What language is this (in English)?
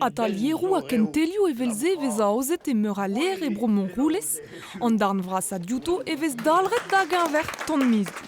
Breton